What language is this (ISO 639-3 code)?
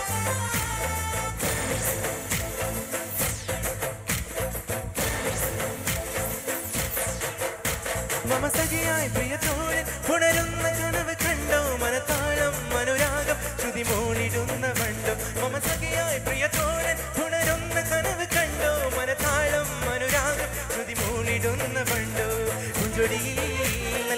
mal